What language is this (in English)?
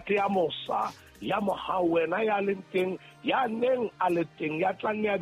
Southern Sotho